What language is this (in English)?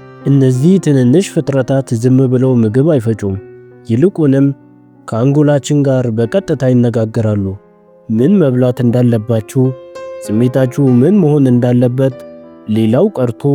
Amharic